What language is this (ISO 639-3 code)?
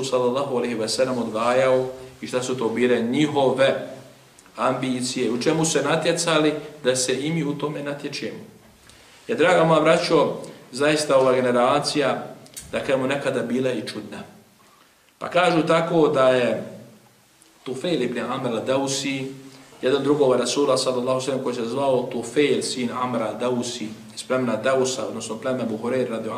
bos